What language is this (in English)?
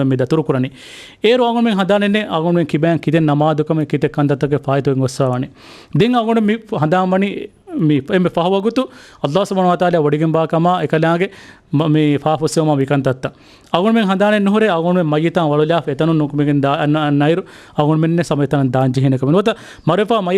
Divehi